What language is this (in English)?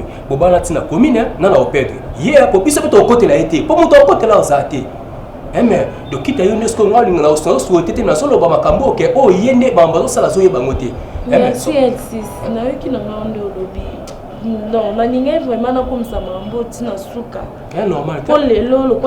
Lingala